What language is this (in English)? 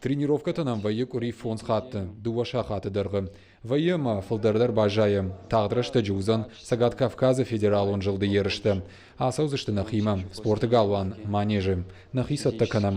Ossetic